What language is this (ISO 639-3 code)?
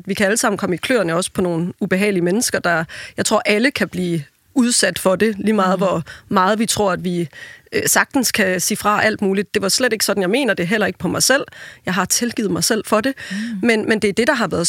dan